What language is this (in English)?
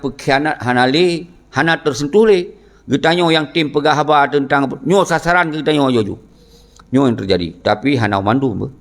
Achinese